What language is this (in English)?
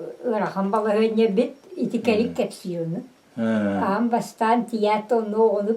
Yakut